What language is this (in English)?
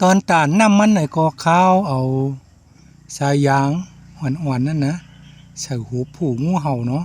Shan